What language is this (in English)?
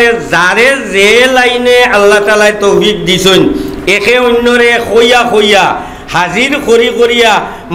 Sylheti